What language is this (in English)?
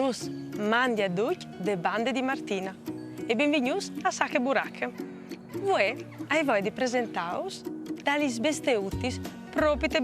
Friulian